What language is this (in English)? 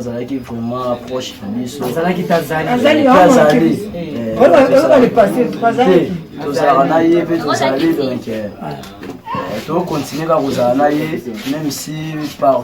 Lingala